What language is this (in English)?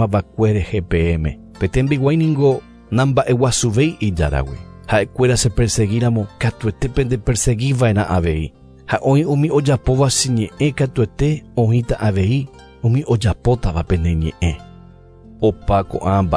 Guarani